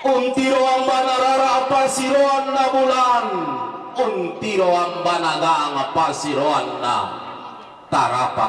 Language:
Toraja-Sa'dan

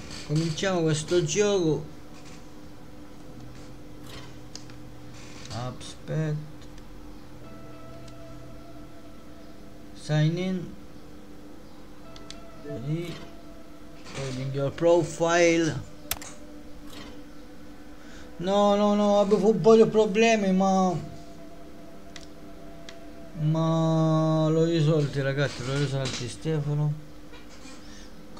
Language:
Italian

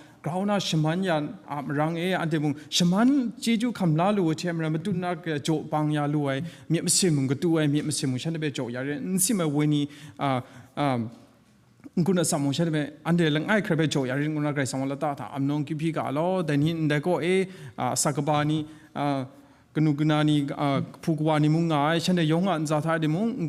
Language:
Kachin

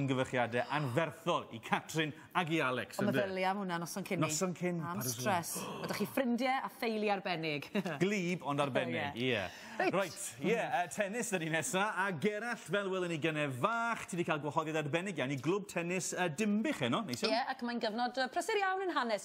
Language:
Welsh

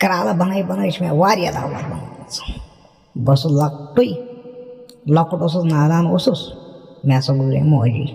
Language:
Kashmiri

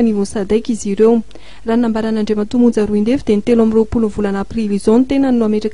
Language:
Malagasy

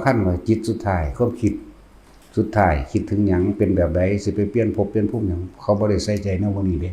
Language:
Northeastern Thai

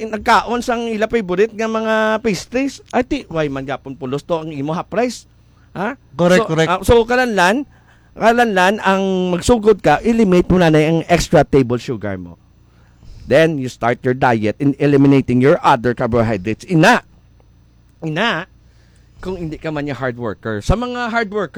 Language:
Hiligaynon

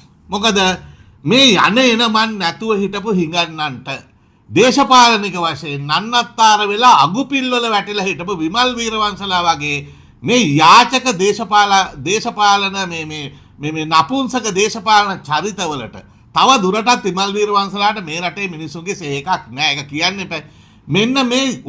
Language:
Sinhala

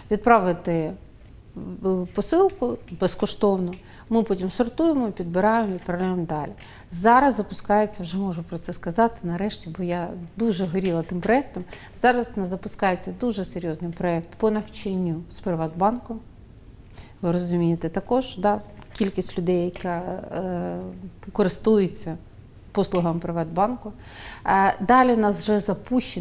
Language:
Ukrainian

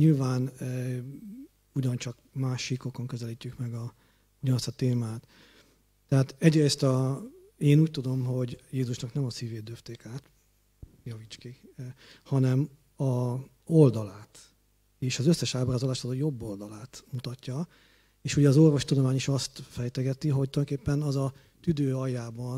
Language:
Hungarian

